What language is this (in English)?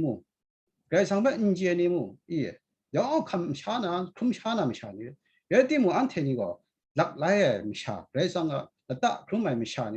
Kachin